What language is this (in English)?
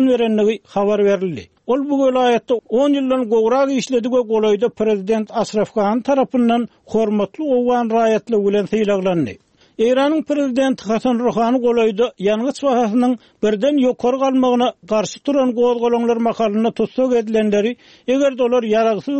Turkmen